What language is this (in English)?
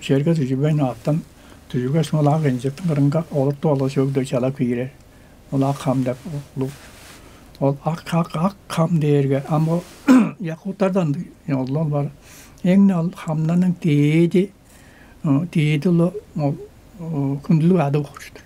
Tuvinian